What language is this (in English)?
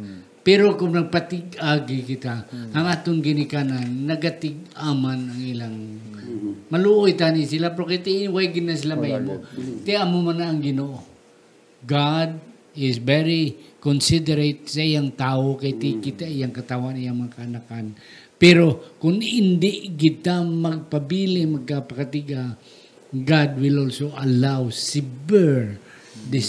Hiligaynon